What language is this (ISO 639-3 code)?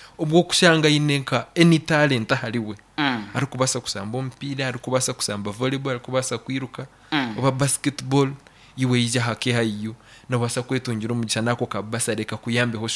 nyn